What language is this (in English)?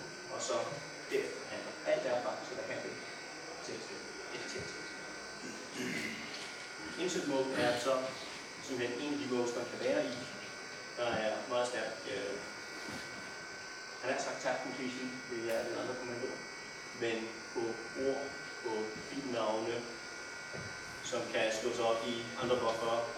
Danish